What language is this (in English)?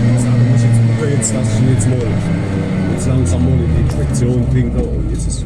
Palatine German